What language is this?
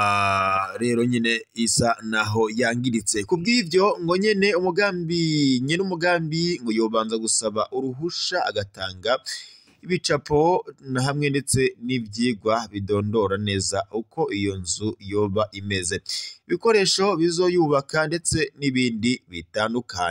Rundi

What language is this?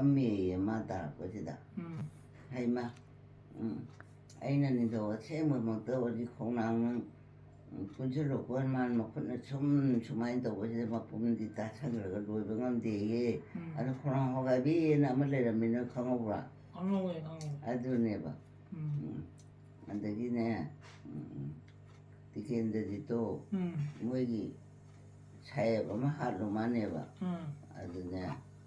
Manipuri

